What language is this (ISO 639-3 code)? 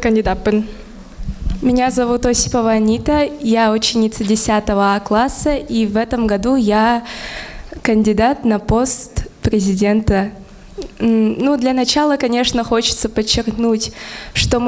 sah